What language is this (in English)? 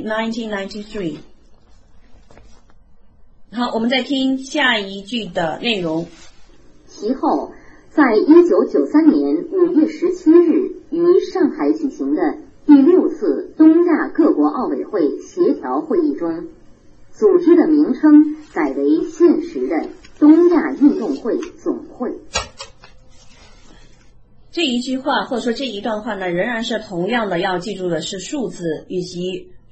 Chinese